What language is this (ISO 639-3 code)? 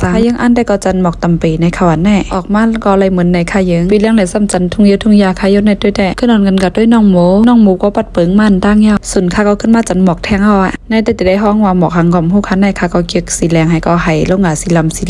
shn